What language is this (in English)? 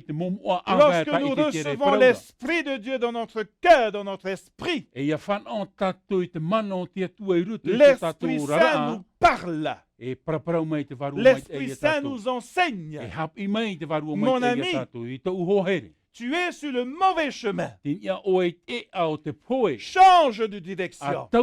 Tahitian